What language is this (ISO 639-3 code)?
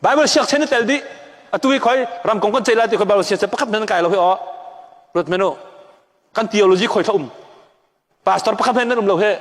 cnh